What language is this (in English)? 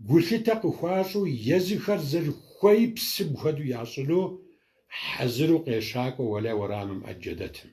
Kabardian